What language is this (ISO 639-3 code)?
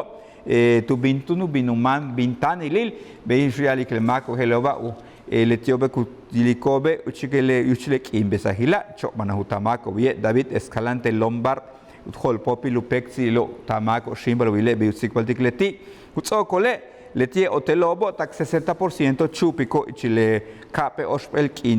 yua